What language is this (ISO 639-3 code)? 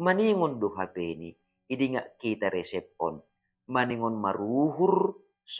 bts